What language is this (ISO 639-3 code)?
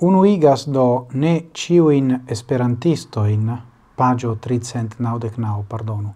epo